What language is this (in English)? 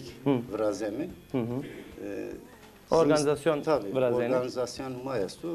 Zaza